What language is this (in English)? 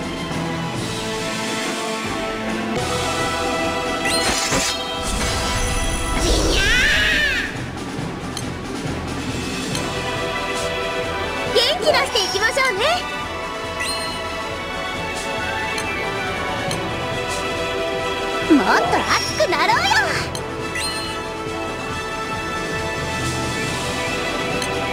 Japanese